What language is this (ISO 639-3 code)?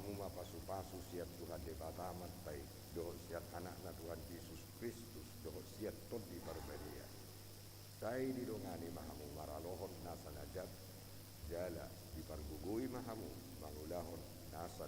bbc